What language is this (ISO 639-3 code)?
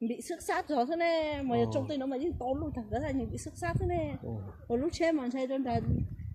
hmn